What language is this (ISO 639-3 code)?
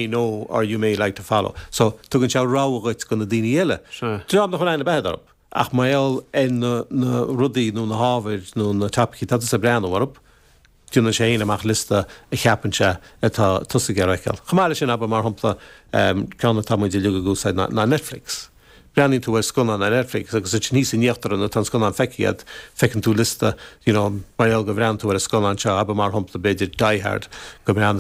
gle